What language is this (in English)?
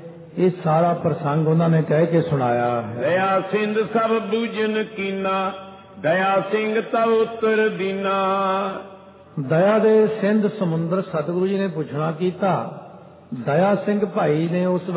Punjabi